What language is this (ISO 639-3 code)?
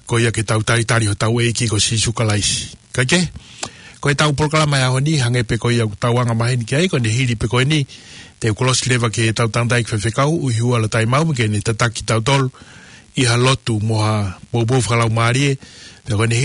ton